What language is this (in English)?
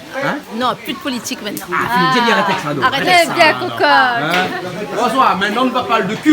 Réunion Creole French